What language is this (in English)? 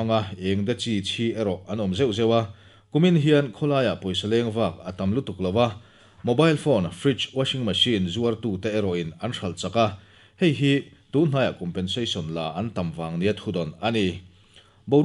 Mizo